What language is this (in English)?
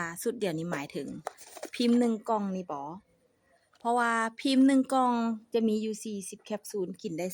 Lao